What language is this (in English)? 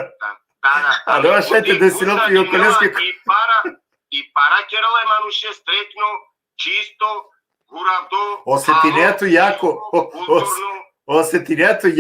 Balkan Romani